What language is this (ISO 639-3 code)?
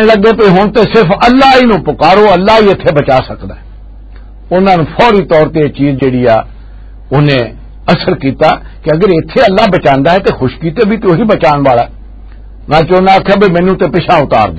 lah